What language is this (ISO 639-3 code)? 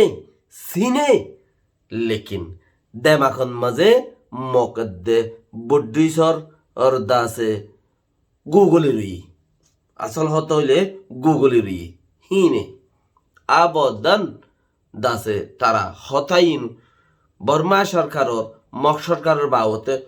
rhg